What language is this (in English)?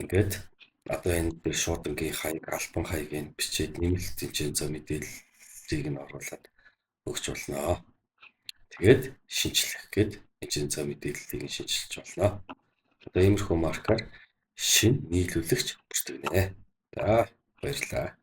Mongolian